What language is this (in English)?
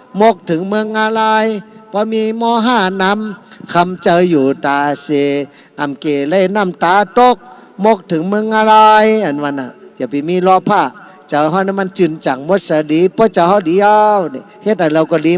Shan